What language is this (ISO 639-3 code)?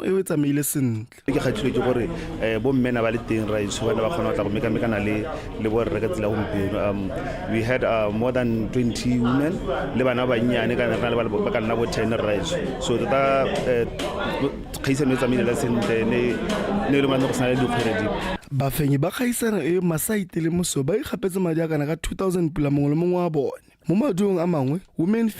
tsn